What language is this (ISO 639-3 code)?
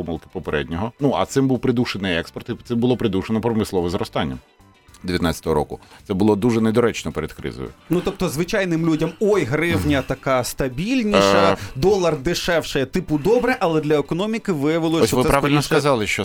ukr